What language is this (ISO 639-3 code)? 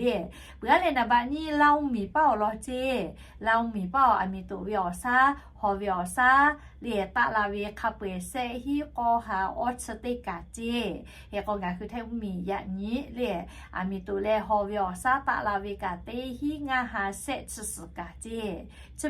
lhu